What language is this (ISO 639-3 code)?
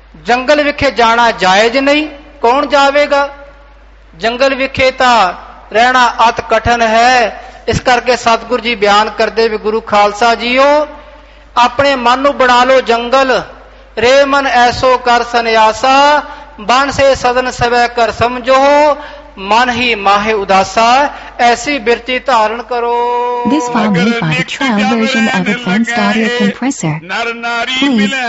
pan